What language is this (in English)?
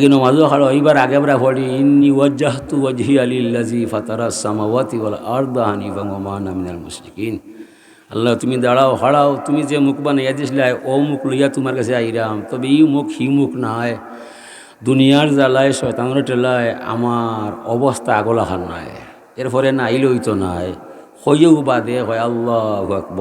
Sylheti